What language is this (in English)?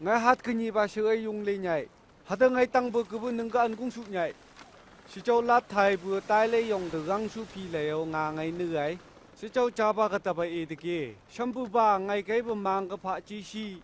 Phom Naga